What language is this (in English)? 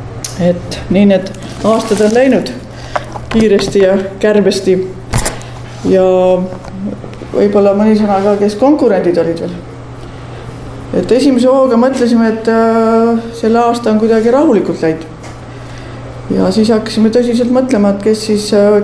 Estonian